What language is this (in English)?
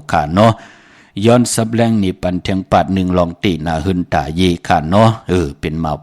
Shan